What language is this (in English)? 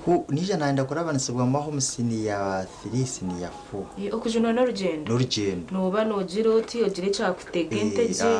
Nyankole